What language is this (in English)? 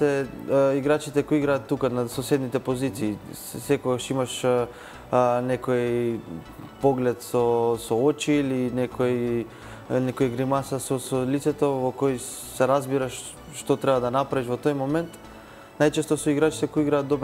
Macedonian